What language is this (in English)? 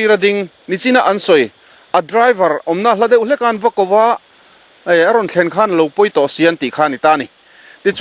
Mizo